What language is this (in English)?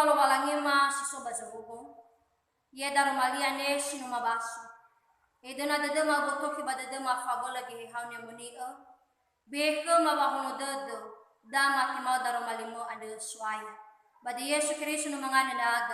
Nias